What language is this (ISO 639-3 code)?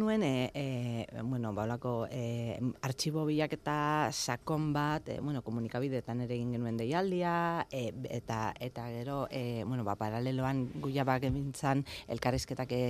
eus